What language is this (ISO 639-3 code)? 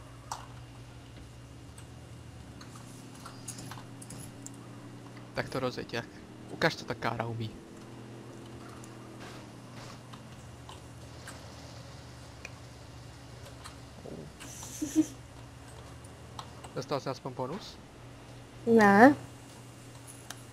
ces